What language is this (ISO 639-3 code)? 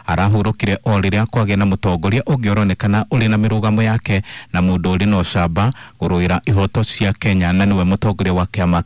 kik